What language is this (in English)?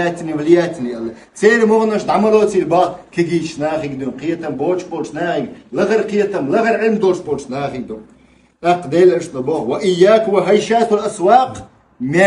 Chechen